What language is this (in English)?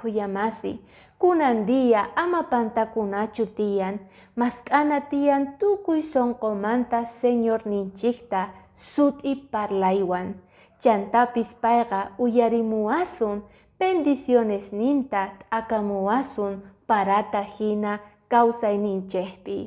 Quechua